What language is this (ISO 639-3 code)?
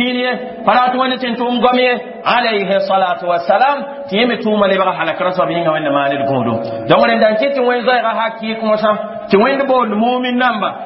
mos